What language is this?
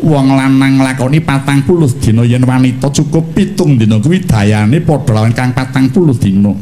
Javanese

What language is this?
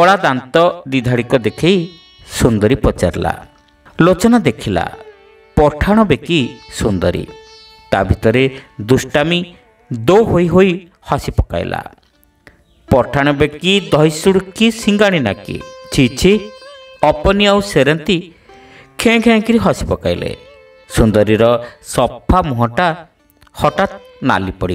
Odia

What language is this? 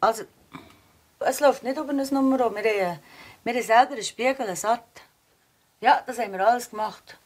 Swiss German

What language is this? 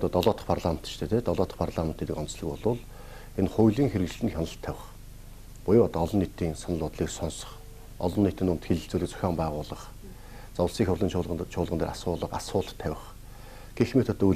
Mongolian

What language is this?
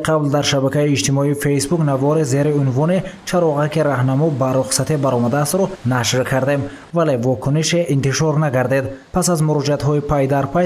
Tajik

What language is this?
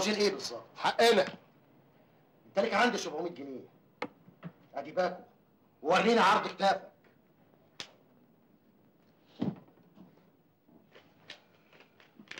Egyptian Arabic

